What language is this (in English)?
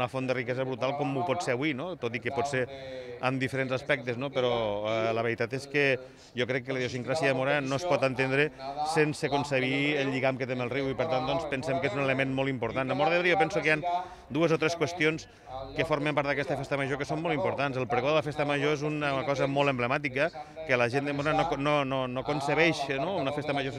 Catalan